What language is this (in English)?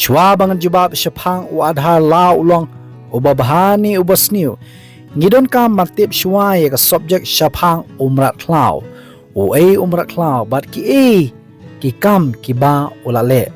Khasi